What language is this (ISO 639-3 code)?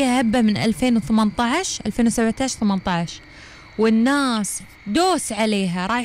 afb